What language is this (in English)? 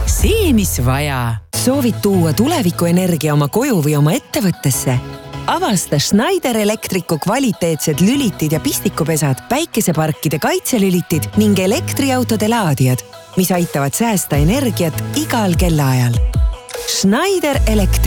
Estonian